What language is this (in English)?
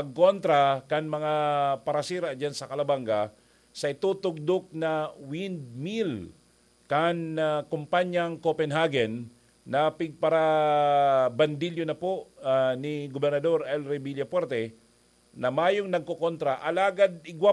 Bikol